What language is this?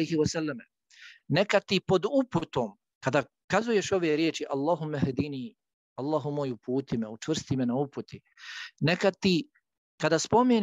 Bosnian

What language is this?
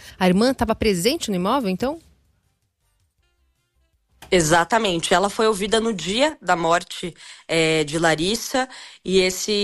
Portuguese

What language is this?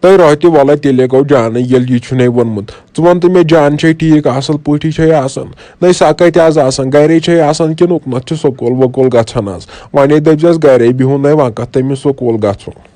Kashmiri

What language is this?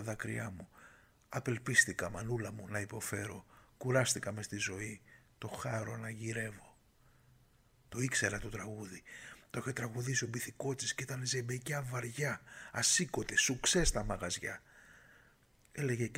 Greek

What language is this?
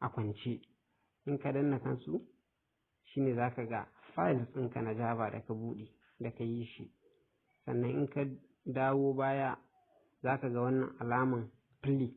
Hausa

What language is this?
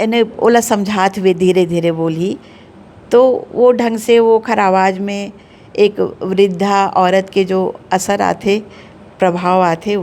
Chhattisgarhi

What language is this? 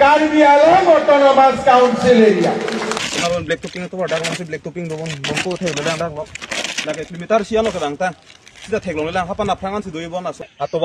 Karbi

